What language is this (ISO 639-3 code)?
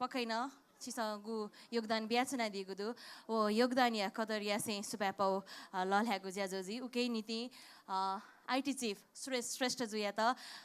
new